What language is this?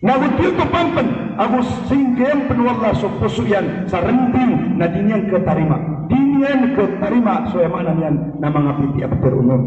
Maranao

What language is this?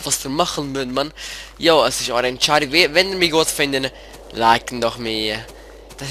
Swiss German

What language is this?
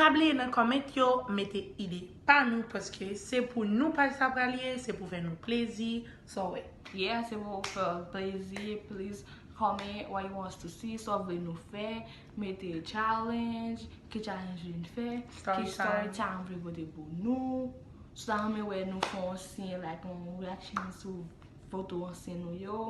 Haitian Creole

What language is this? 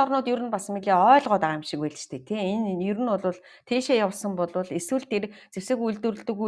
Mongolian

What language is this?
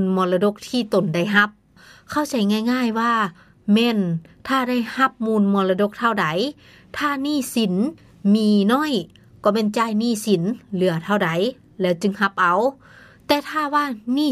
Lao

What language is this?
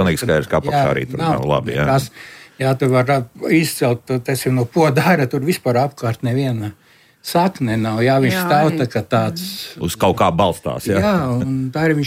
Latvian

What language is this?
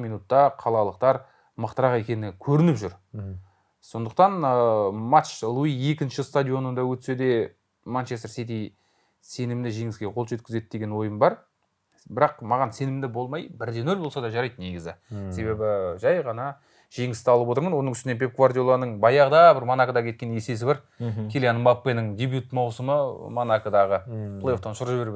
Kazakh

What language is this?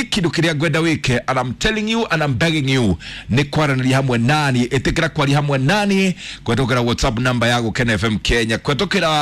Kikuyu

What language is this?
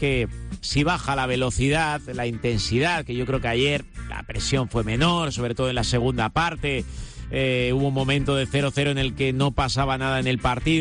Spanish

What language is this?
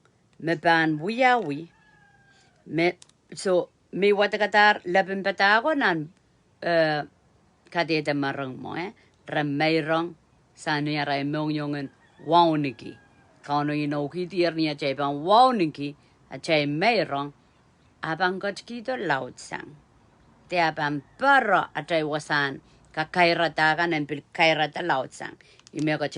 Pohnpeian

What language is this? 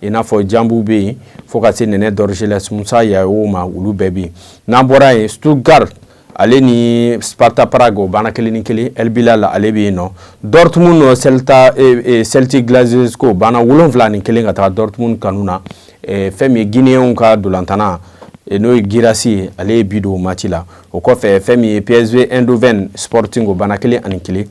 Bambara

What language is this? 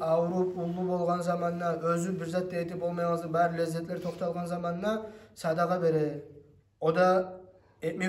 Kumyk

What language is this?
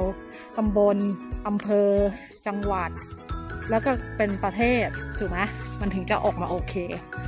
Thai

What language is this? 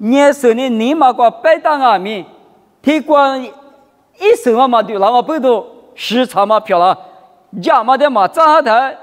Lisu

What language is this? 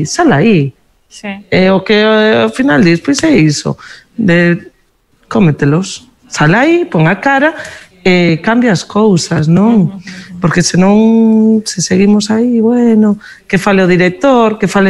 Galician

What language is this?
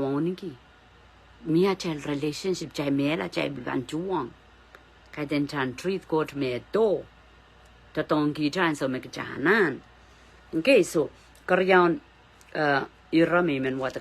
Pohnpeian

